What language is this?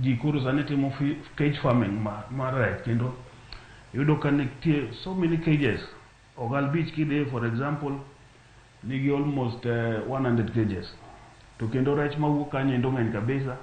Luo (Kenya and Tanzania)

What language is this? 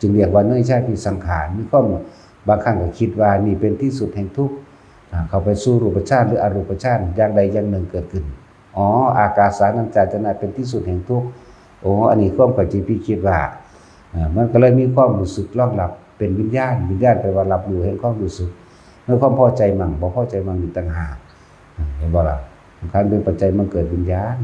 Northeastern Thai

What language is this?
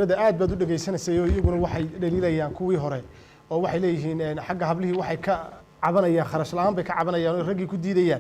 Somali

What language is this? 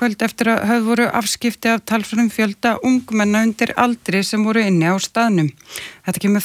Icelandic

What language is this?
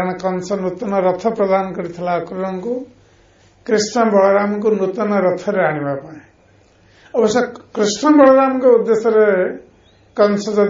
Odia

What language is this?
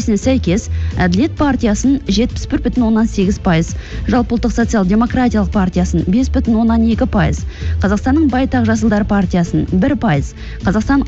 Kazakh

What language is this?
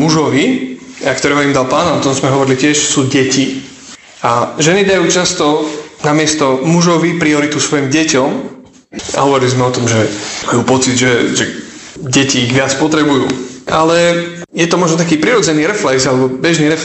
Slovak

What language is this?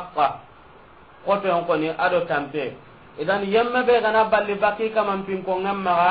Soninke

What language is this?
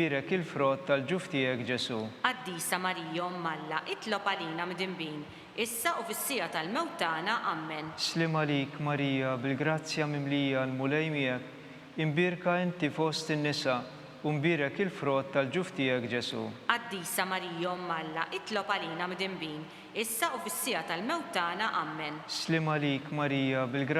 Maltese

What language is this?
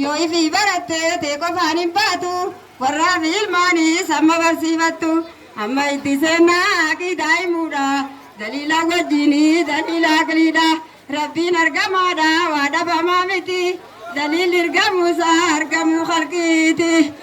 Oromo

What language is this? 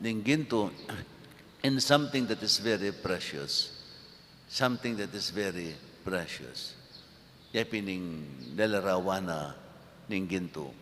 Pampanga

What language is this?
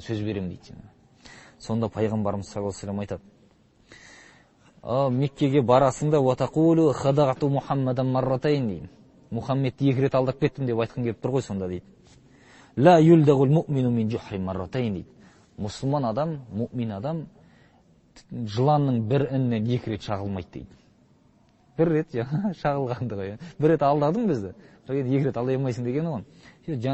Kazakh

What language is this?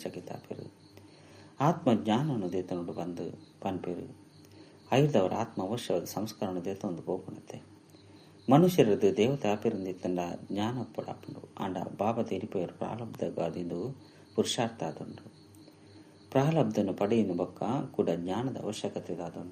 Tulu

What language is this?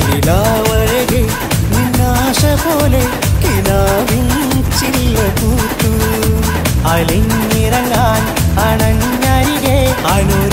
Malayalam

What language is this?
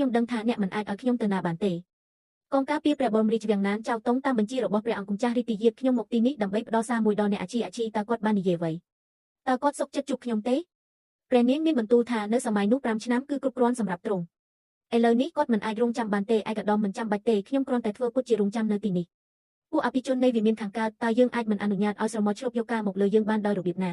Khmer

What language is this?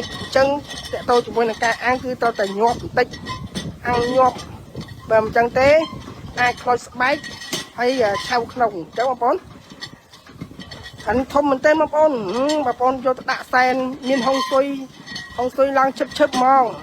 Khmer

